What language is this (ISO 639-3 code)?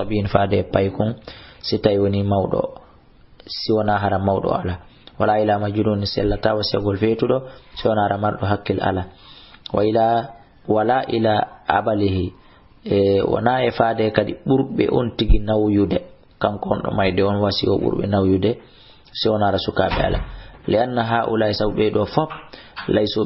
ful